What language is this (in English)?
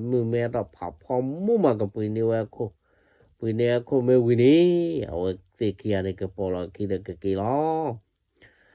S'gaw Karen